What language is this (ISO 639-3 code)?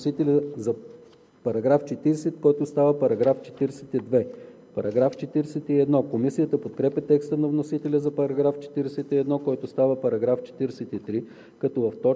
bul